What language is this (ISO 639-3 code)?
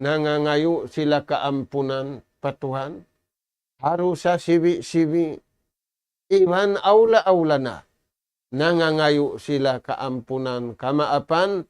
tsg